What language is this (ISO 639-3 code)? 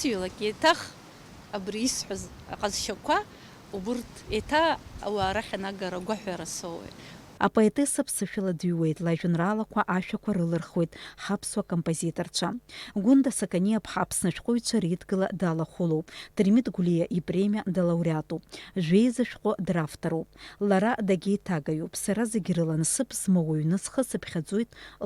abk